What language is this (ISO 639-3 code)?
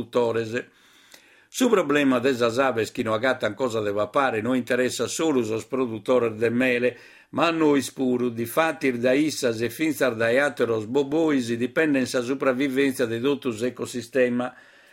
srd